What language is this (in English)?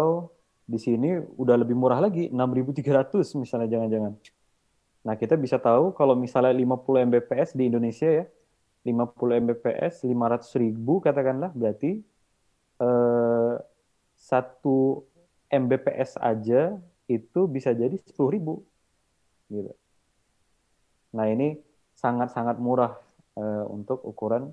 Indonesian